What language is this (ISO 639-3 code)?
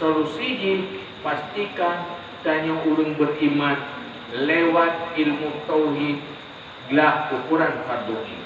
ace